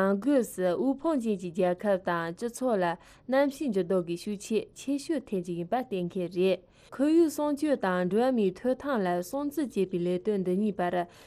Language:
Tibetan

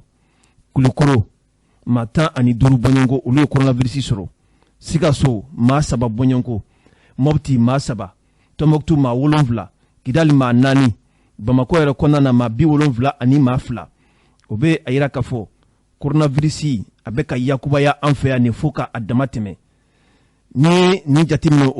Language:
Bambara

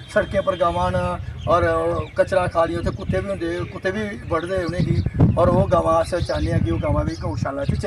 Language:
Dogri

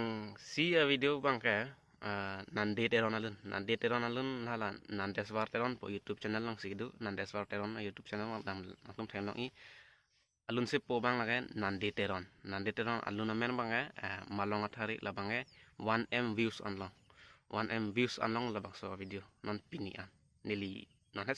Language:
Karbi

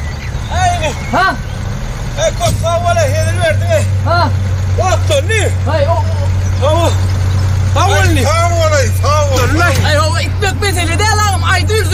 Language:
Turkmen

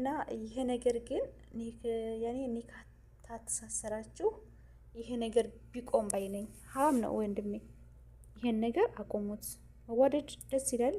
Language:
Amharic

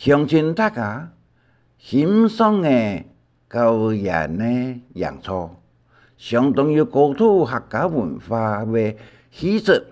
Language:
Hakka Chinese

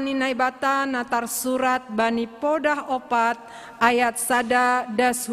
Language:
Batak Simalungun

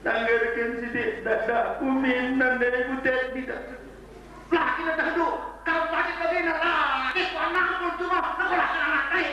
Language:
Batak Karo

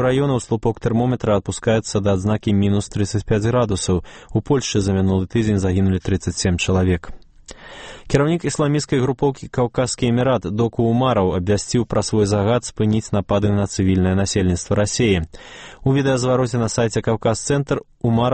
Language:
Belarusian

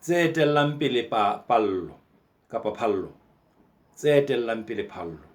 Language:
Southern Sotho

